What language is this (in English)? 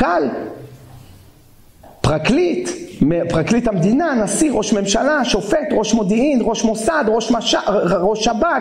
Hebrew